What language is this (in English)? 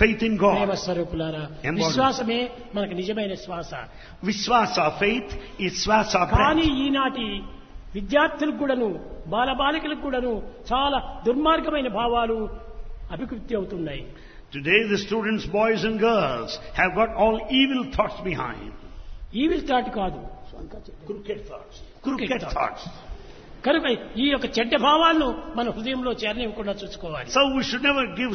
Telugu